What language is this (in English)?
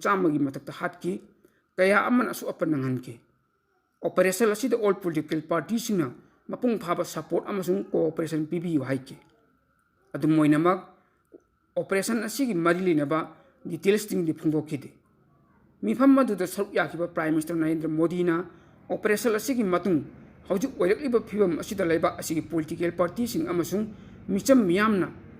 Manipuri